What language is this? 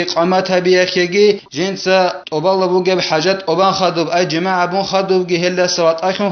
Avaric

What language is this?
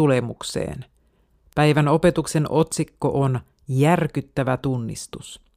Finnish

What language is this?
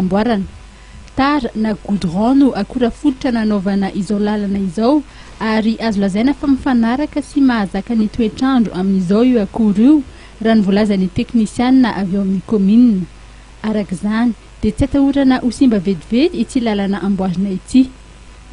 Malagasy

